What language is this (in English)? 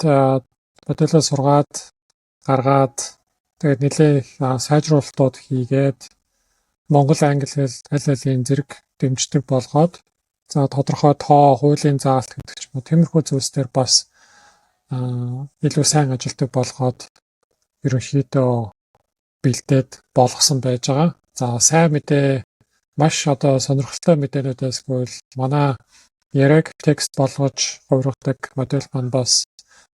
Mongolian